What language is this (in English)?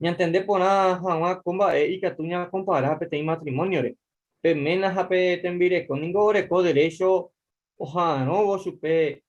Guarani